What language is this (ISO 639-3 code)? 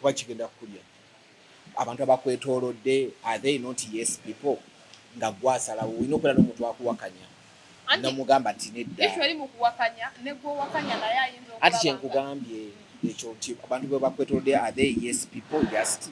lug